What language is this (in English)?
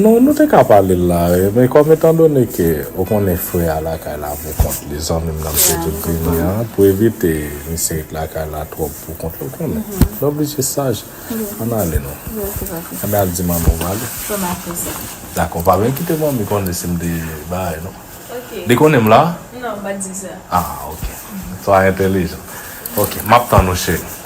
Haitian Creole